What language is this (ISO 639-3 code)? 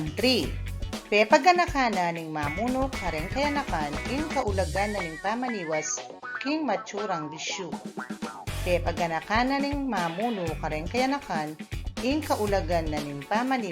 pam